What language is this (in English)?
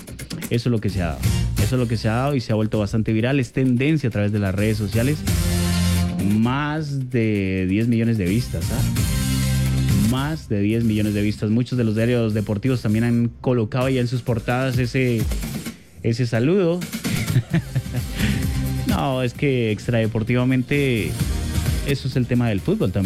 Spanish